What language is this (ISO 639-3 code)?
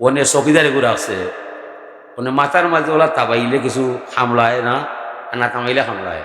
syl